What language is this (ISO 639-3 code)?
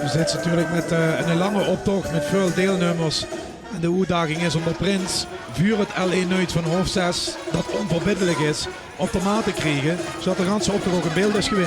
lim